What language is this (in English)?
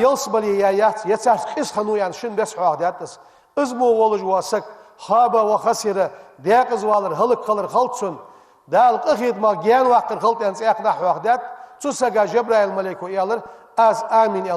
Ingush